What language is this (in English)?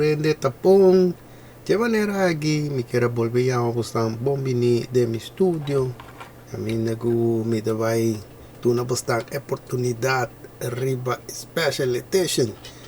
Papiamento